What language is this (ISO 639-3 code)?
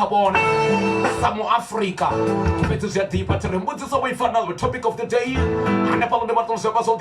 ven